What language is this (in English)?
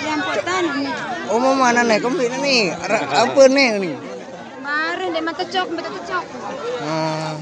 Sasak